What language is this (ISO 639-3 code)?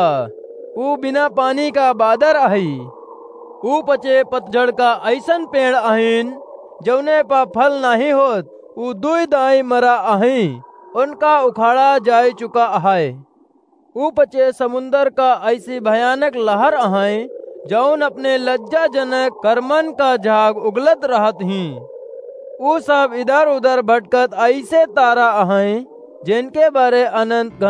awa